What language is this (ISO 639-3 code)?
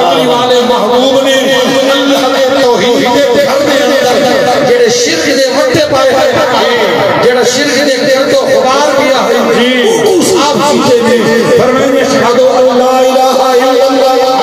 skr